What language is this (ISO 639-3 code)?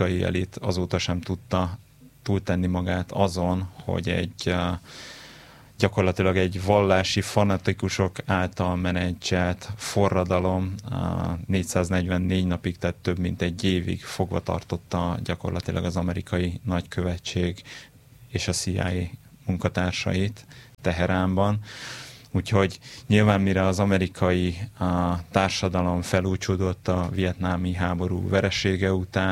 hun